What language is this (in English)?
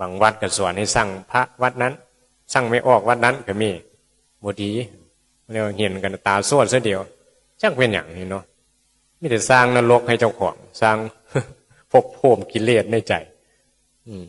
Northeastern Thai